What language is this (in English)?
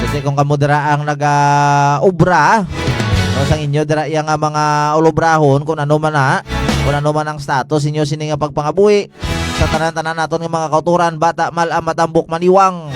Hiligaynon